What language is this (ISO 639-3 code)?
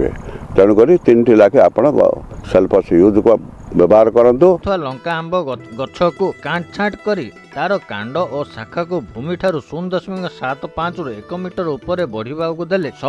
ori